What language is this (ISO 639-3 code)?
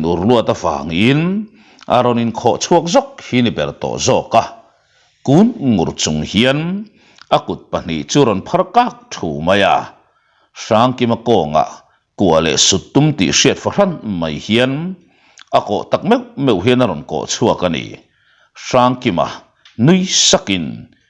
lus